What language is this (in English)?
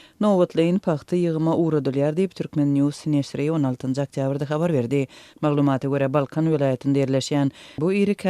Turkmen